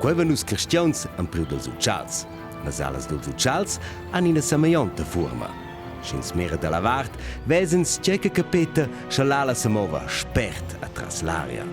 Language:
Romansh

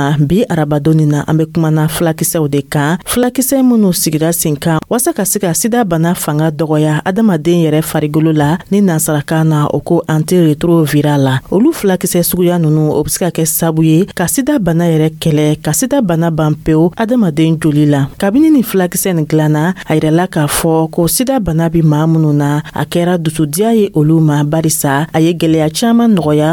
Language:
Dyula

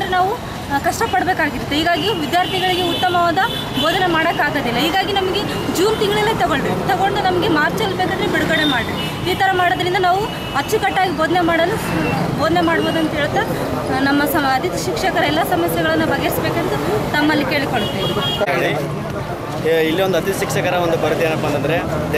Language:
Kannada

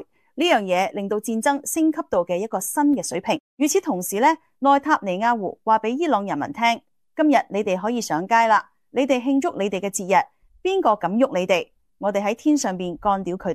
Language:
Cantonese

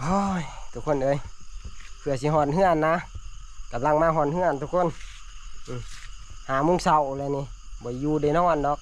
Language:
Northeastern Thai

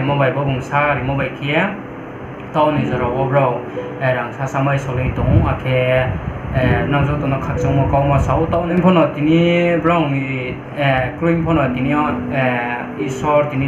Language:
Riang (India)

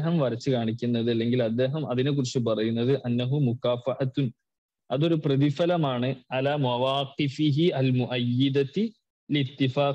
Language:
Malayalam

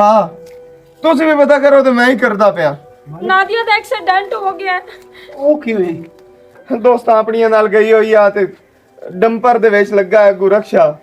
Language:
Western Panjabi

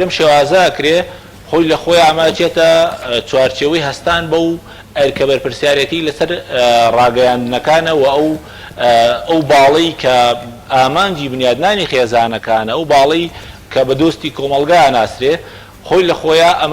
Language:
Central Kurdish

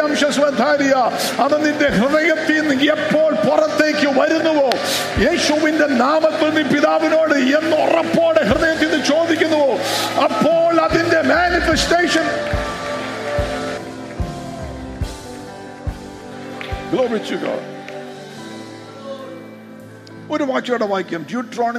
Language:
Malayalam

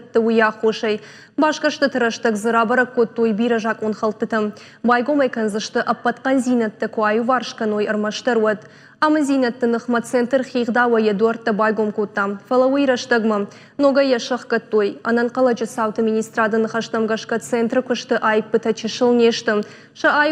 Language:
Ossetic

